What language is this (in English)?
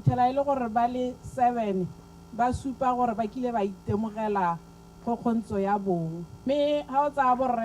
Tswana